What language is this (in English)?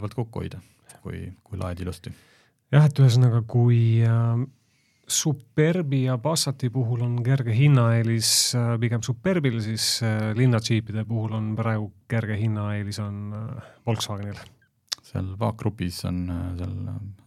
Estonian